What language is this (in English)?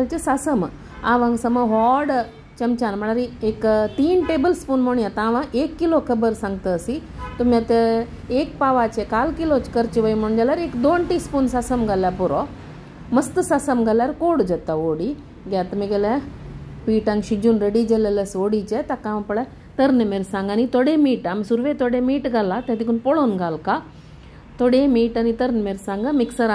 Konkani